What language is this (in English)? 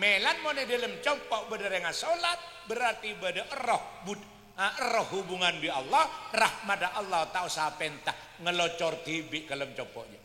Madurese